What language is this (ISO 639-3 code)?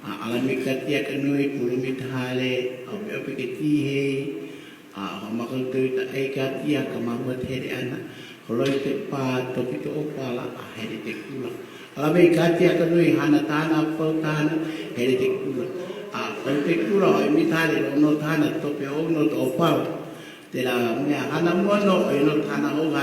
haw